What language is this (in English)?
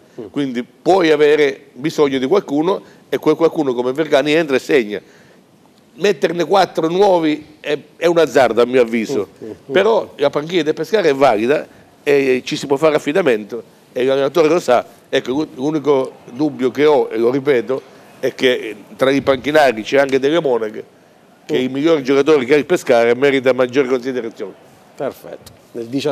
Italian